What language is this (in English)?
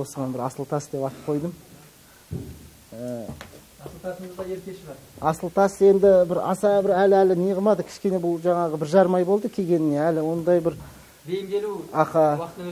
Kazakh